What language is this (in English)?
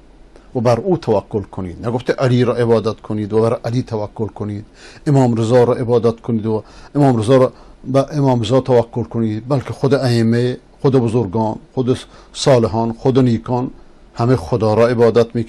Persian